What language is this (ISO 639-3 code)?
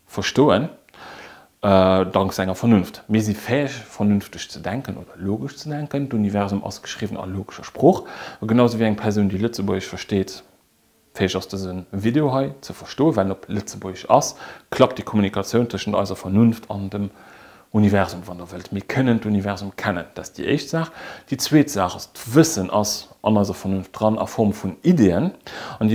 ltz